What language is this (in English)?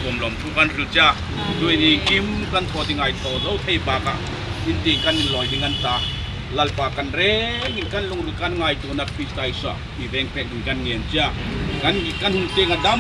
Hmar